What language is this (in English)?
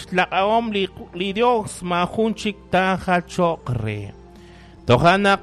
Kekchí